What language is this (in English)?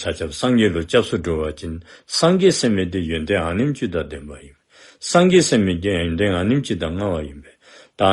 Dzongkha